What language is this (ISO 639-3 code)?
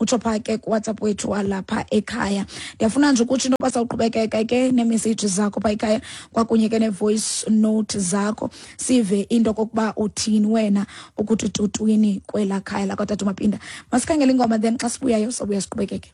xho